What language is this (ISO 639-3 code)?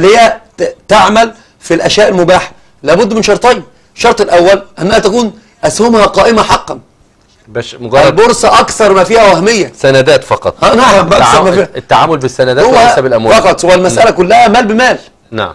ara